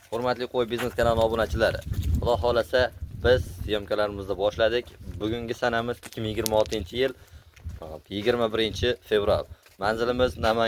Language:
Uzbek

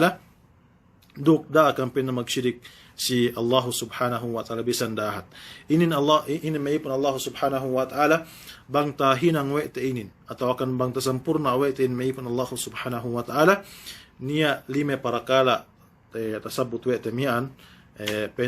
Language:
Yakan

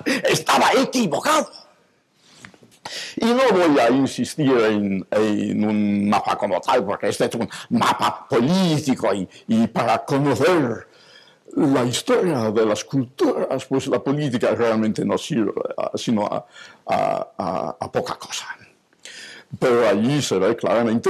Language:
Spanish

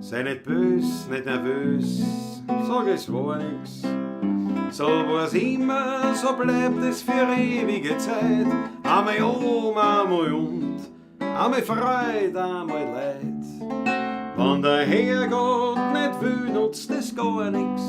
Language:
Bavarian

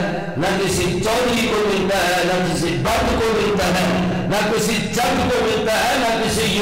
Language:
Urdu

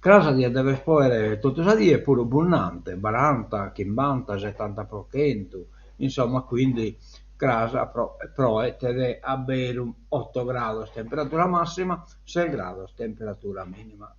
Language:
Sardinian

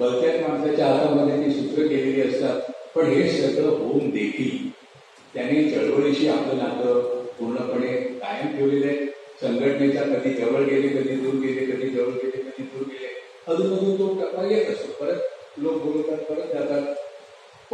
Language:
Marathi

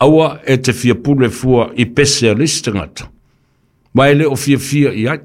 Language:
Samoan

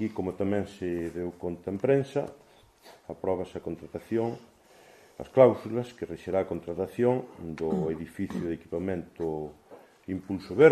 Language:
Galician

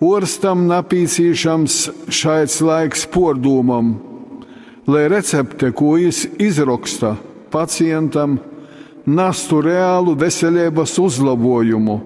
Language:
Latgalian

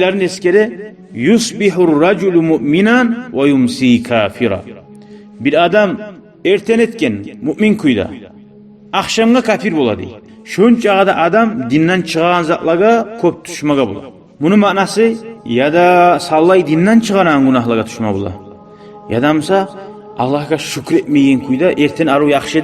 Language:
Kumyk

